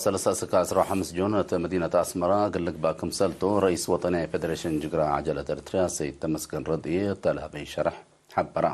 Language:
Tigre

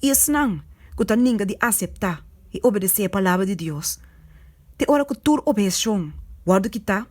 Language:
Papiamento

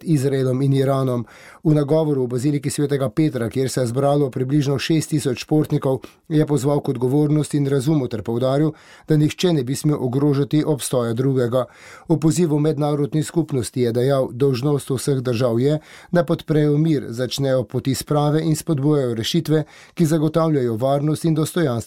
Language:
Slovenian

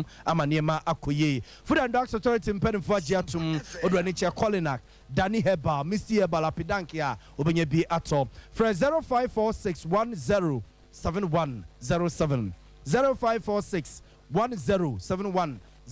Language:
Akan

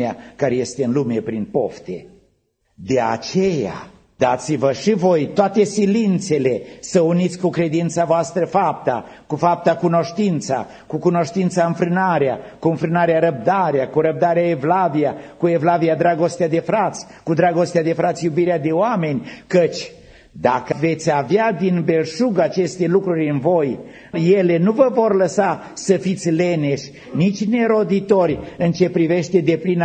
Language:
Romanian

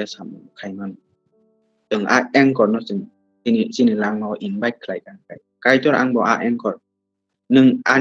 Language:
Kok Borok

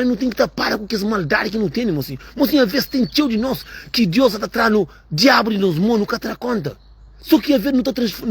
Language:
Kabuverdianu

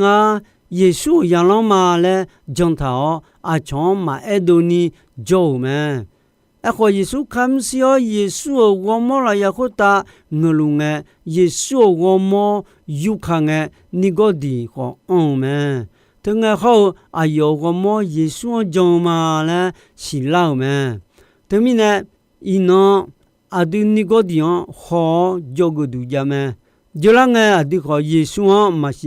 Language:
Akha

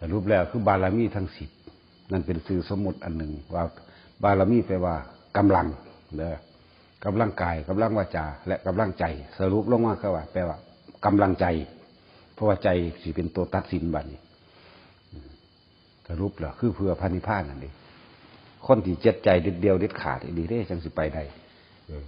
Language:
Northeastern Thai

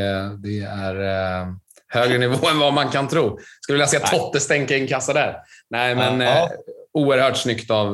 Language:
Swedish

